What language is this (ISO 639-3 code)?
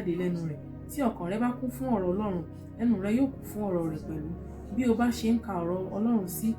yor